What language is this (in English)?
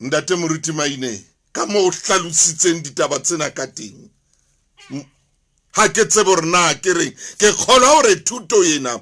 Southern Sotho